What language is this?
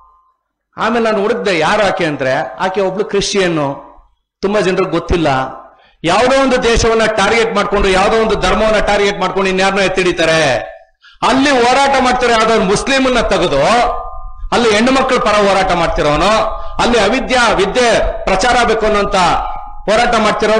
Kannada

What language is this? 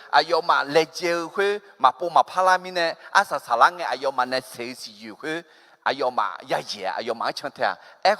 Akha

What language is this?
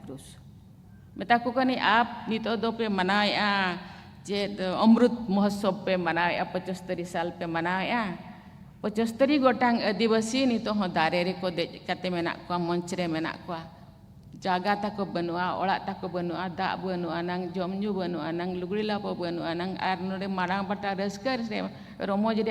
Santali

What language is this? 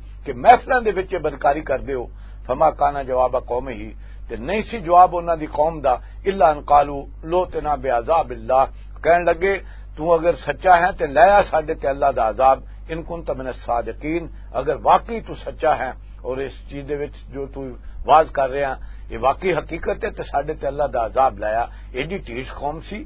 Western Panjabi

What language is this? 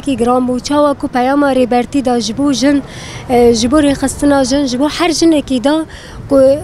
Kurdish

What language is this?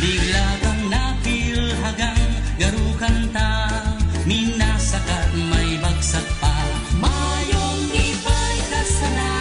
Bikol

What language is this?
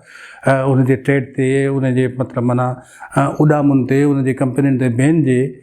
Sindhi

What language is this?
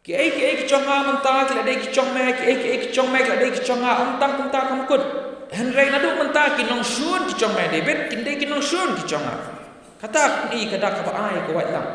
Khasi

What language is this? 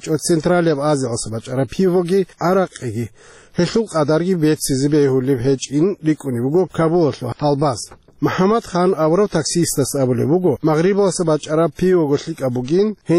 Avaric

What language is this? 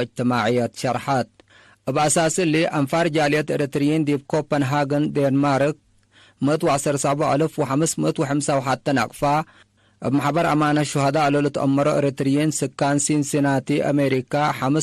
Tigre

